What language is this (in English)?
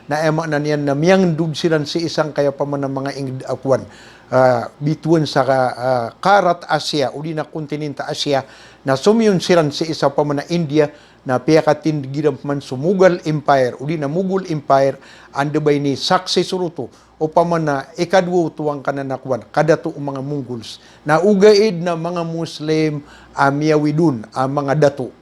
Maranao